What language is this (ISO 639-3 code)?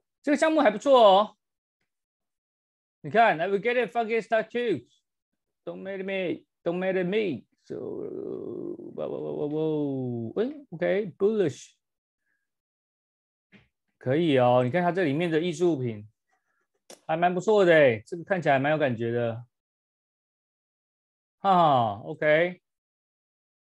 zho